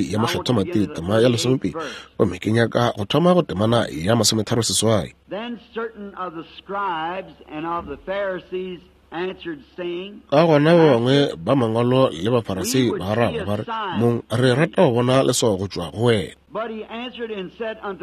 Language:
Northern Sotho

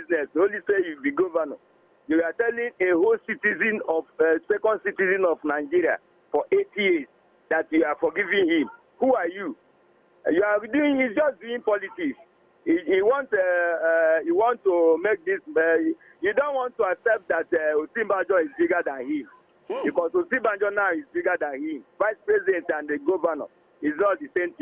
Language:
Nigerian Pidgin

